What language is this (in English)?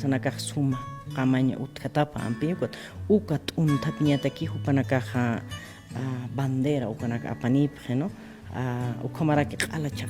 Aymara